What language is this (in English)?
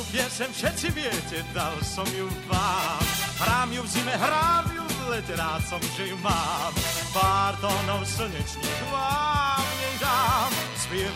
Slovak